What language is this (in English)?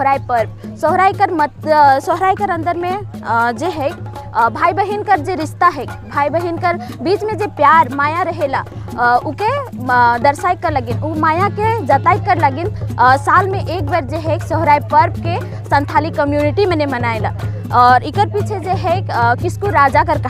Sadri